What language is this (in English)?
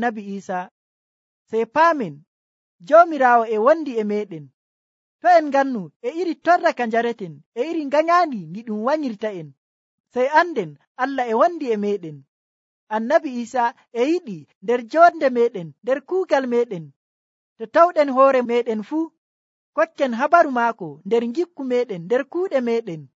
Nigerian Fulfulde